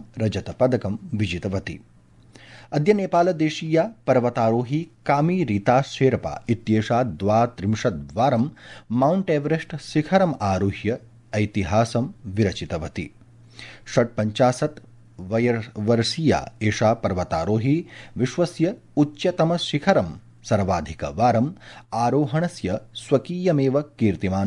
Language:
Sanskrit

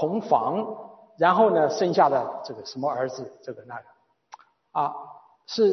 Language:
Chinese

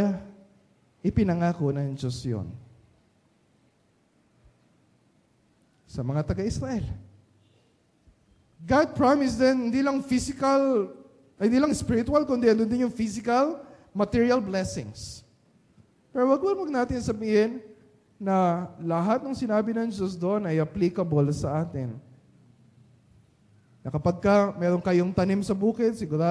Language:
Filipino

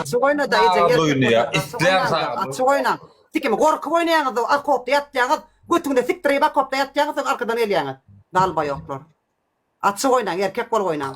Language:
Turkmen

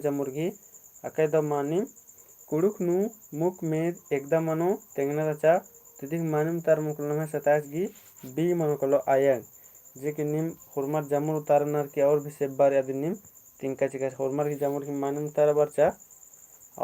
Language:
Kurukh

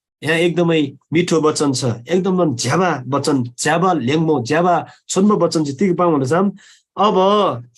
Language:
Eastern Tamang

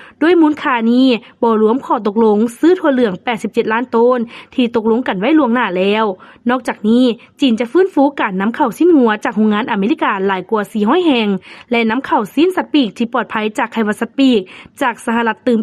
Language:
Lao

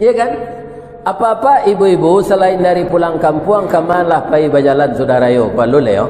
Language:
Minangkabau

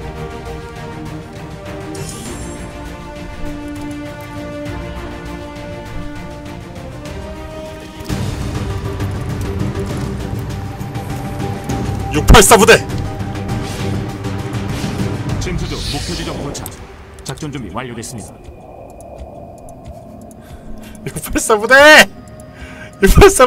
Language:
Korean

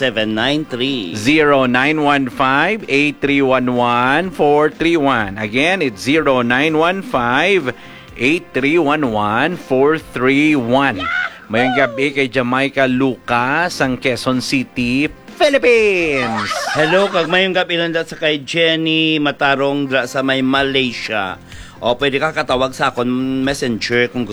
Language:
Hiligaynon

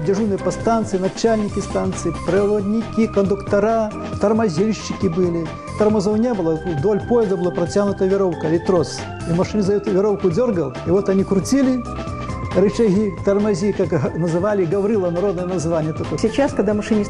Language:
Russian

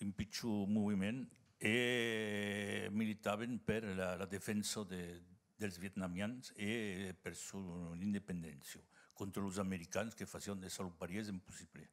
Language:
Occitan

